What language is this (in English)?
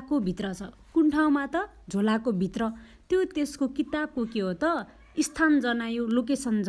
Nepali